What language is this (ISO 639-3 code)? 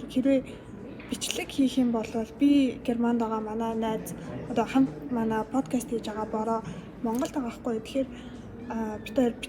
mon